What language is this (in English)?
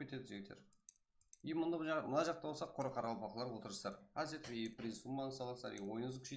Kara-Kalpak